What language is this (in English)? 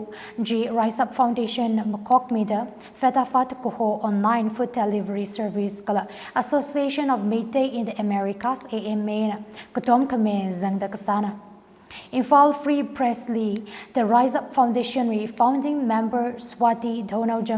Tangkhul Naga (India)